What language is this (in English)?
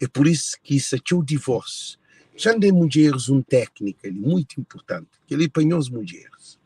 Kabuverdianu